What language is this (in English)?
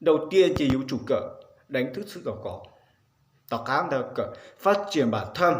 Hmong